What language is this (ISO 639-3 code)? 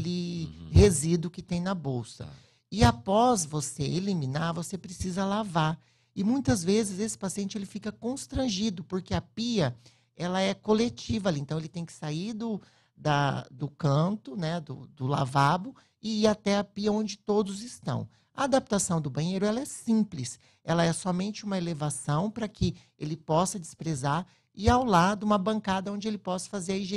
por